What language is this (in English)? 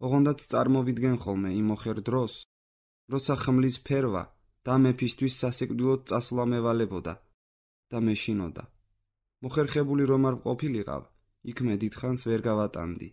Georgian